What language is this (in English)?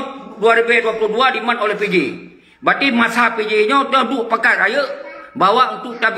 Achinese